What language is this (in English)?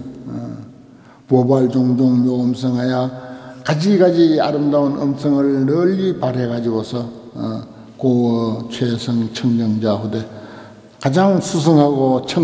Korean